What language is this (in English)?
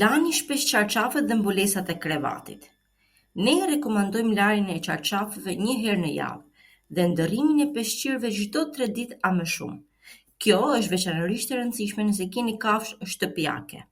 Albanian